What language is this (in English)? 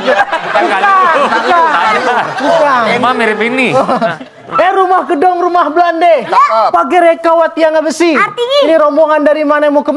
Betawi